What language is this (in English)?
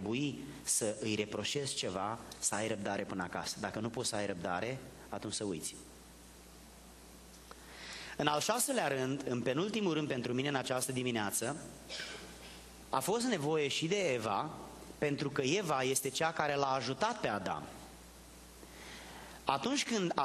Romanian